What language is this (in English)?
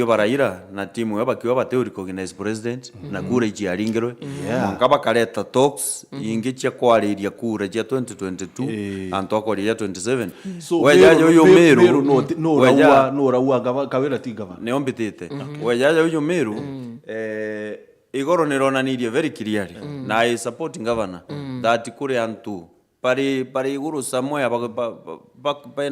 Meru